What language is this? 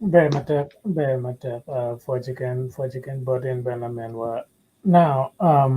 Acoli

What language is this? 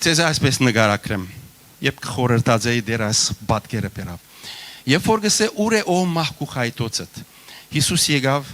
Western Armenian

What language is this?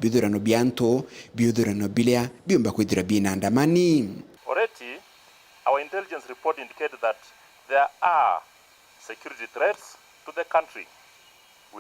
Meru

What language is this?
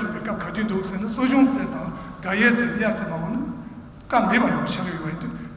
Tibetan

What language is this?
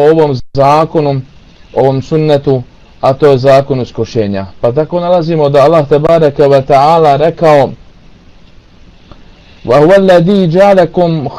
Bosnian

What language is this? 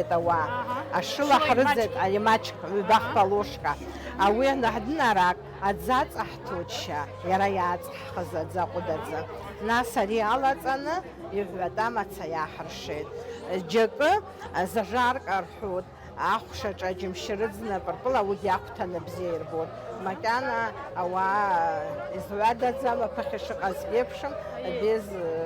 Abkhazian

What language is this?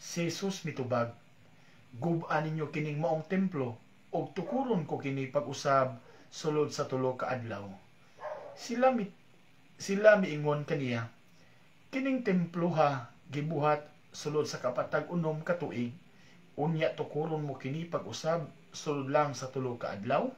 Cebuano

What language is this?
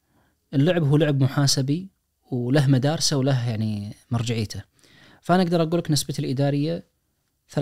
Najdi Arabic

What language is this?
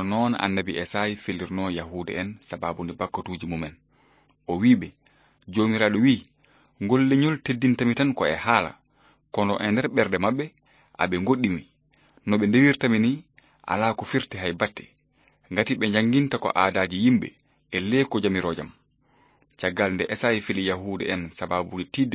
Fula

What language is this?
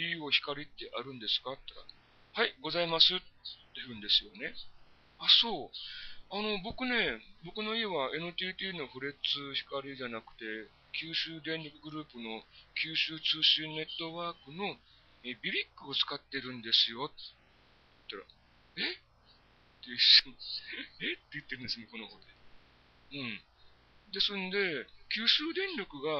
Japanese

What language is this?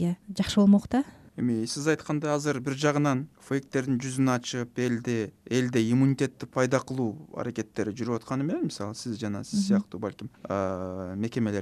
Kyrgyz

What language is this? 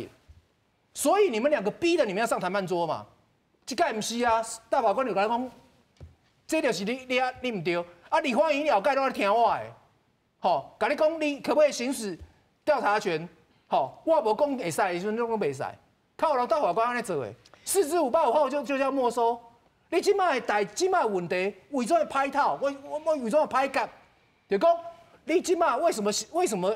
Min Nan Chinese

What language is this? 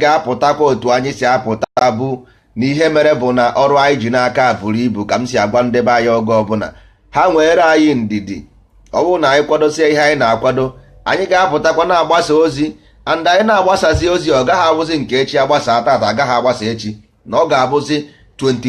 Igbo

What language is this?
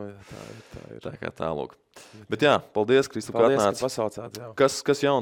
Latvian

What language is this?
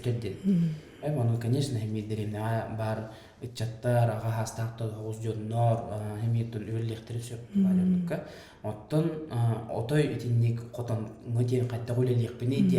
Yakut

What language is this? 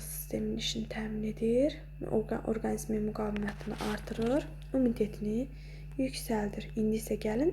Azerbaijani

